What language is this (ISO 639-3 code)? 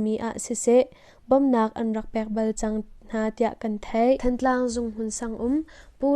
cnh